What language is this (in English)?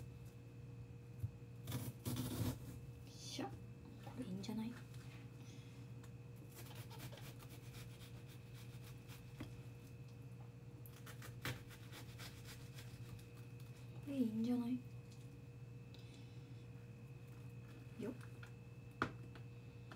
Japanese